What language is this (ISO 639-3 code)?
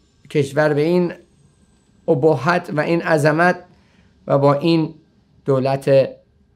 fas